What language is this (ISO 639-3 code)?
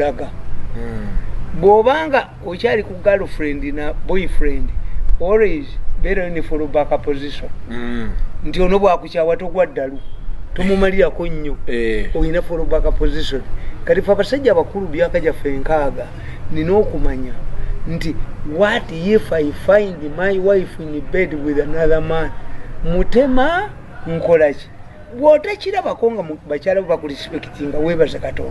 lug